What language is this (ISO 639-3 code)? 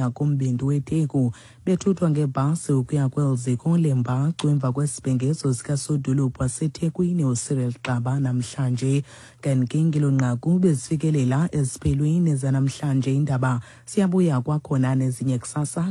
xho